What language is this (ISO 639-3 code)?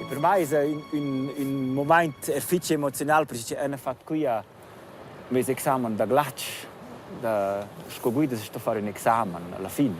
roh